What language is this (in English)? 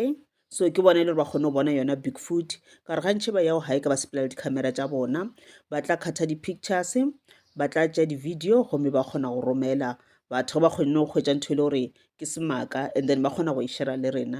Northern Sotho